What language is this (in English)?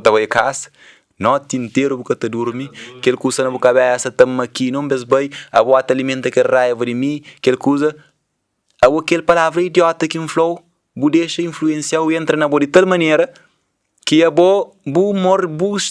Kabuverdianu